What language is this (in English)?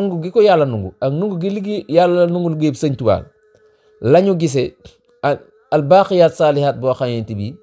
Wolof